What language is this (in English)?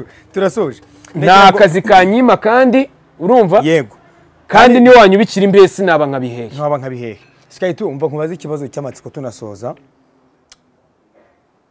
Kinyarwanda